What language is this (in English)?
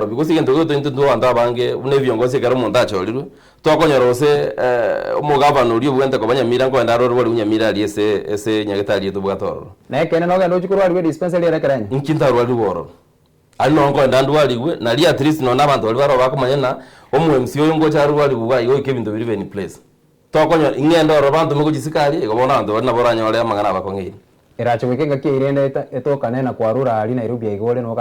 Gusii